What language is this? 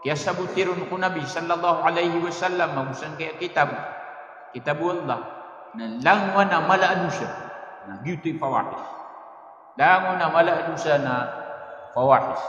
Maranao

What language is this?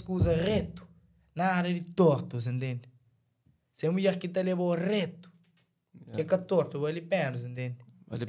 Kabuverdianu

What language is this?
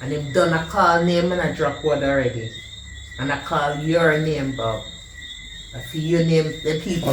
Jamaican Creole English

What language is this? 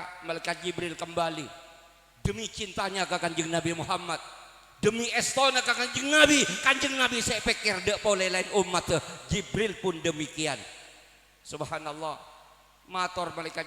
Madurese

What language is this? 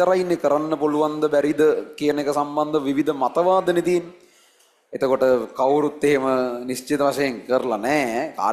Sinhala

